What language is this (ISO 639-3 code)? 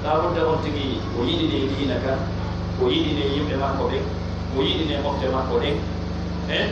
fuf